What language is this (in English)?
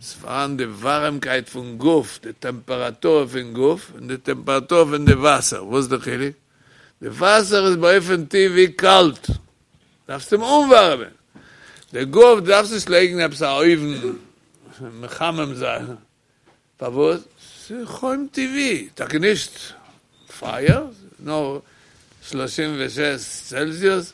Yiddish